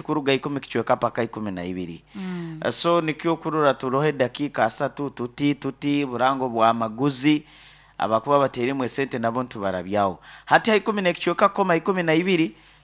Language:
Nyoro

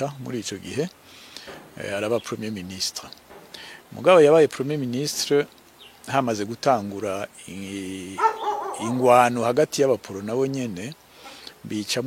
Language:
Rundi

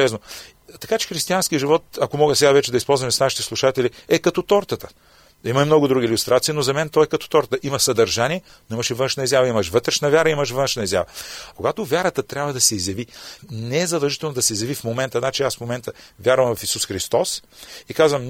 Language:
Bulgarian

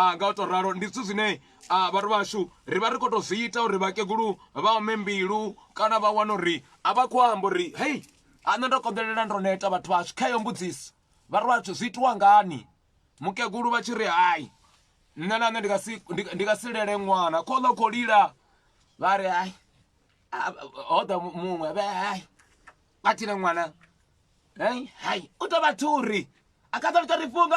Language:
Venda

